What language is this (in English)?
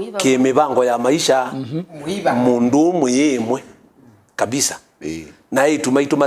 Kamba